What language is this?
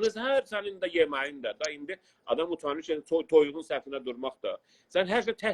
South Azerbaijani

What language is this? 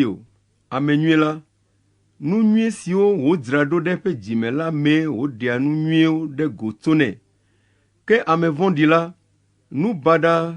Ewe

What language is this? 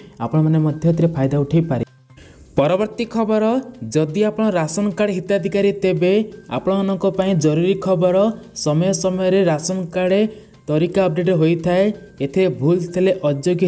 Odia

